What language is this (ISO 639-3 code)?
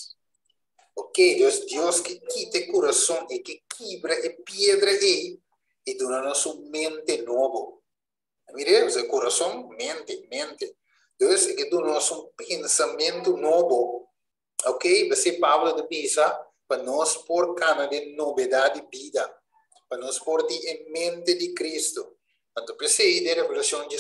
pap